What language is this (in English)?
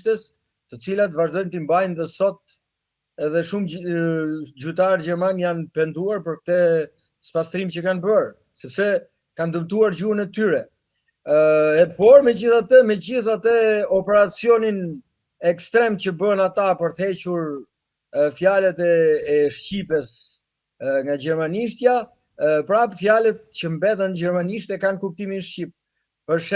Albanian